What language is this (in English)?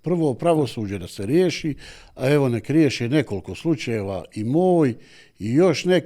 Bosnian